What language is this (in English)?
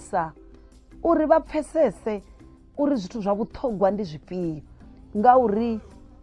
Venda